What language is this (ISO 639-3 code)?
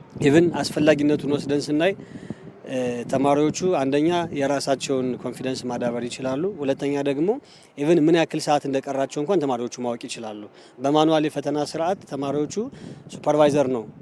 amh